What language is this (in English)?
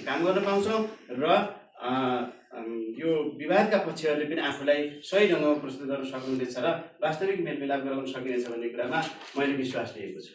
Nepali